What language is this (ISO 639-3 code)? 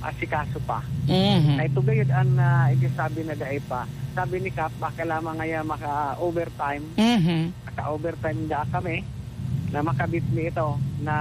bik